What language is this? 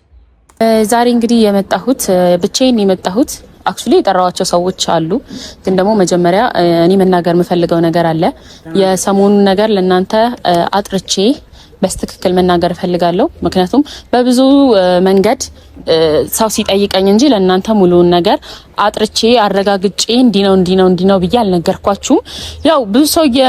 Amharic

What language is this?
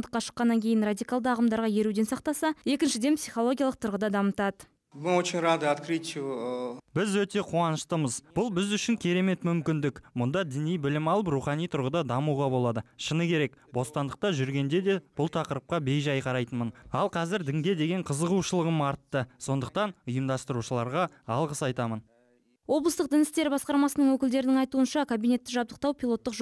Kazakh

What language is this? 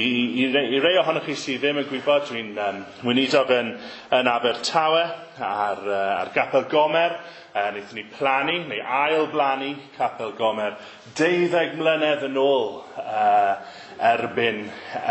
Welsh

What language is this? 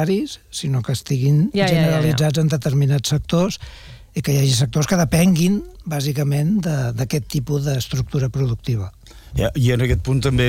Catalan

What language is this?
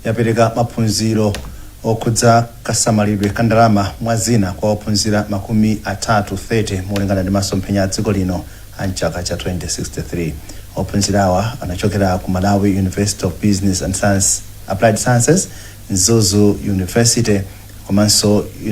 Nyanja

